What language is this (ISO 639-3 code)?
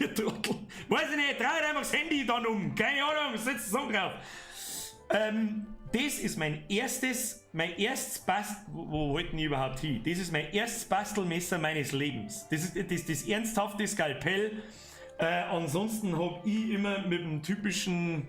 bar